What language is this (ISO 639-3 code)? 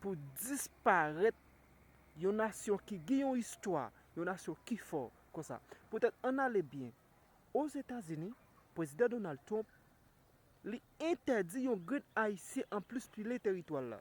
hat